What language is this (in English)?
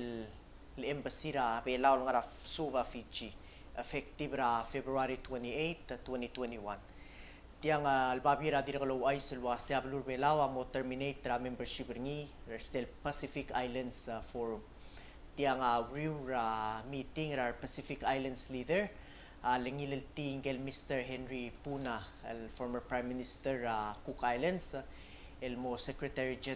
Palauan